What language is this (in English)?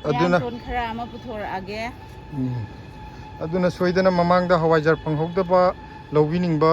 Manipuri